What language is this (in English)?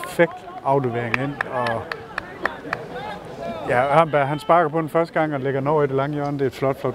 Danish